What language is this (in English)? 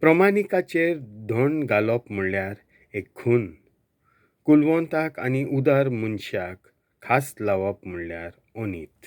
Konkani